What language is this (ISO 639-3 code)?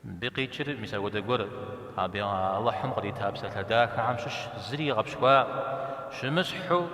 kbd